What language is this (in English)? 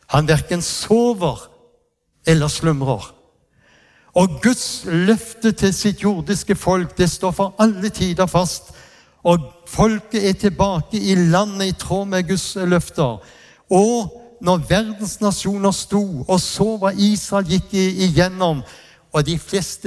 Norwegian